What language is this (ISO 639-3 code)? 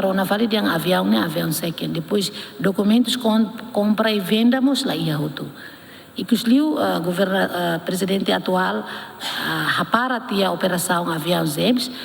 tet